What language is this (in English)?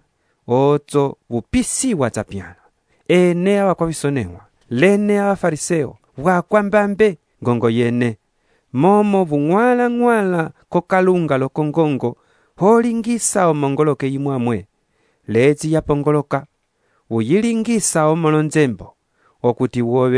Umbundu